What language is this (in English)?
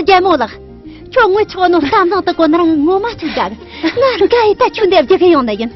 Tibetan